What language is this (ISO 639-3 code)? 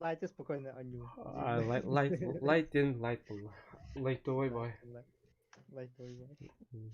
sah